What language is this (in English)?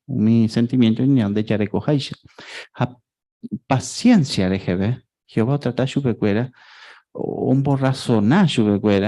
Guarani